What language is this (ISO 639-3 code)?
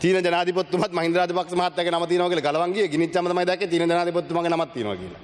sin